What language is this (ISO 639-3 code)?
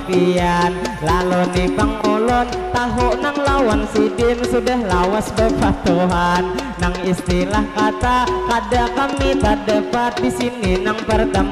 bjn